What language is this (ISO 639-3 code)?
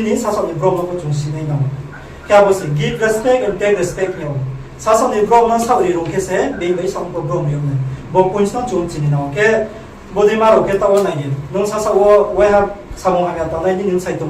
ria